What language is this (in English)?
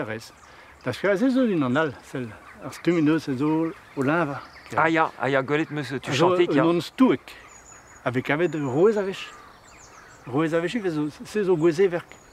Breton